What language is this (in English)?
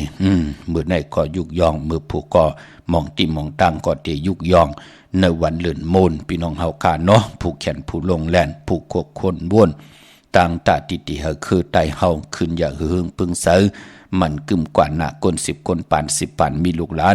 Shan